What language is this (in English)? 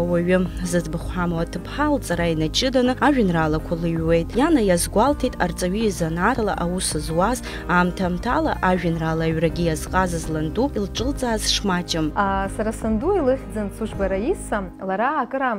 Abkhazian